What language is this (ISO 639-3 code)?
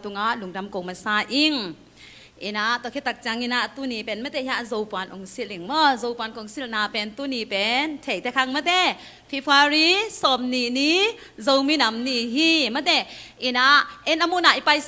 ctd